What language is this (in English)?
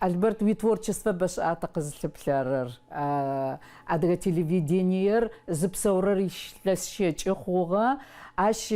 Adyghe